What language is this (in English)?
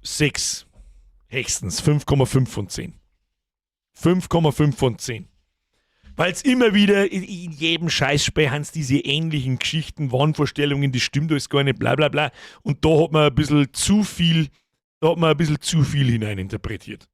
Bavarian